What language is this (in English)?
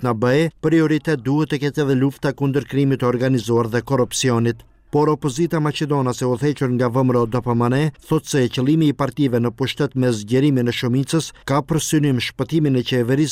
Albanian